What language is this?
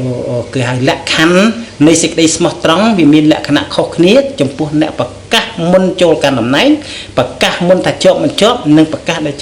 Khmer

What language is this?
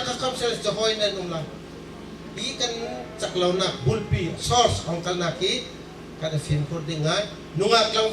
Bawm Chin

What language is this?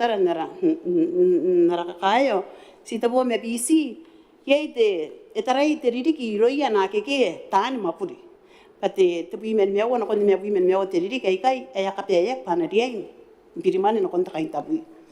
Gilbertese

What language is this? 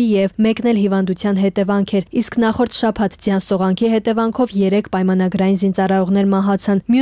Armenian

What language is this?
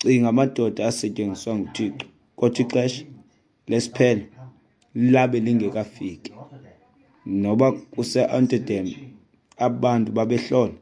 Xhosa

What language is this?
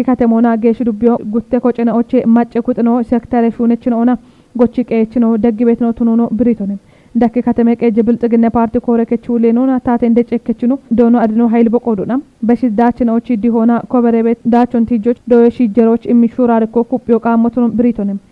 Kafa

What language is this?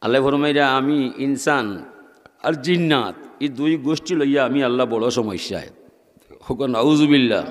Sylheti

